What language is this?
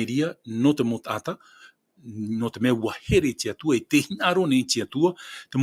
Tahitian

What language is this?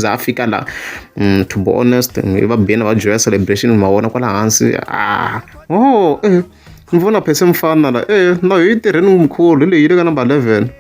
Tsonga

